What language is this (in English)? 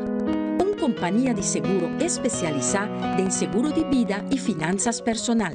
Papiamento